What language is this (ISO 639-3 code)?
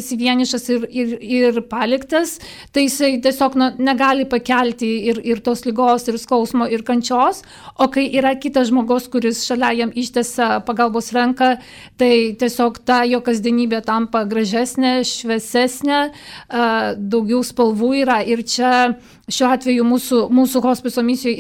lit